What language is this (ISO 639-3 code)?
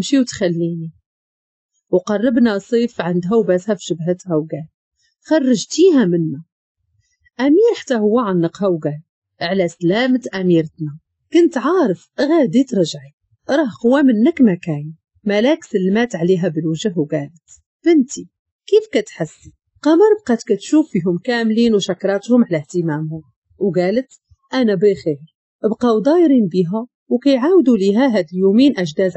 ary